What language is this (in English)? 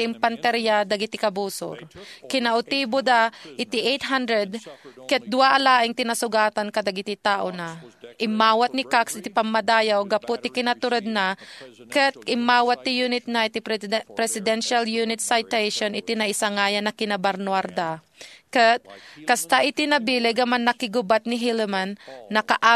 Iloko